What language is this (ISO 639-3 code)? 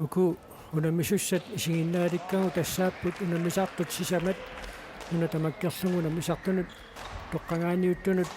kal